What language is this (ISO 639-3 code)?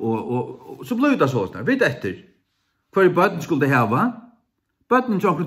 fao